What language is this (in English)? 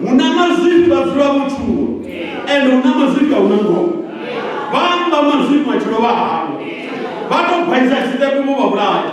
Venda